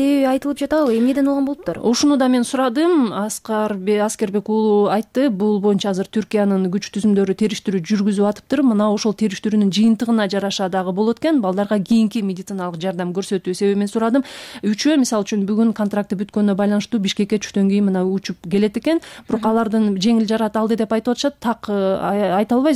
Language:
Kyrgyz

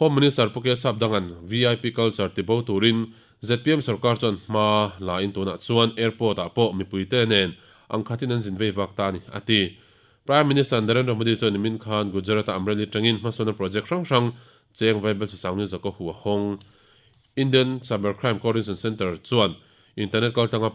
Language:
Mizo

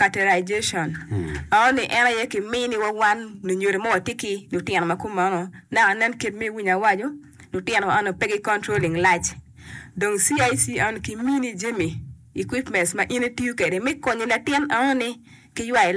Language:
Acoli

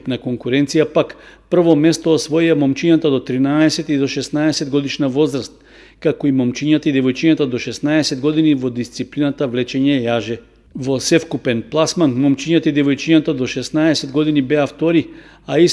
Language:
Macedonian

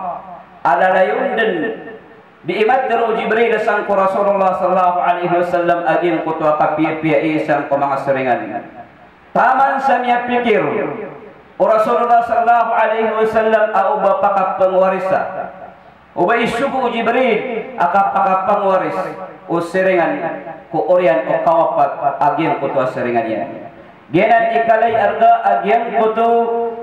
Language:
Maranao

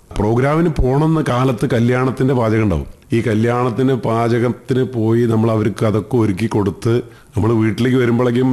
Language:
Malayalam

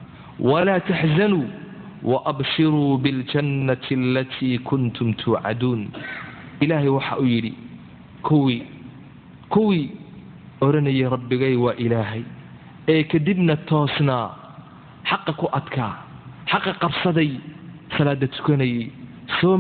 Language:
Somali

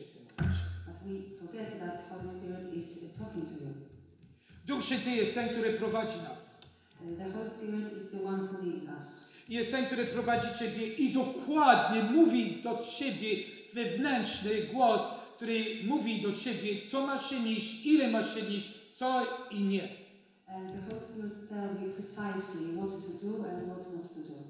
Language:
Polish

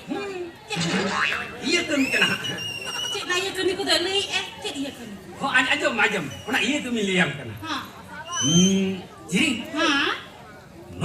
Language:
Santali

